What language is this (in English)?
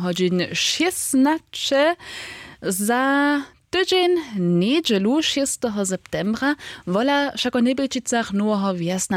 Upper Sorbian